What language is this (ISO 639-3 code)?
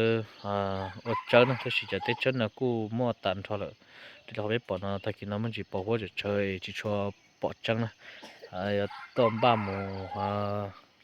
hmn